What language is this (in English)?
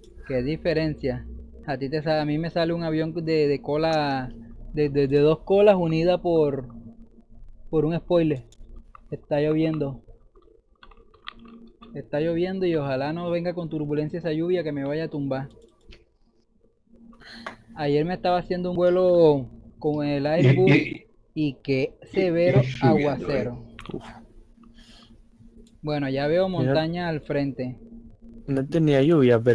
Spanish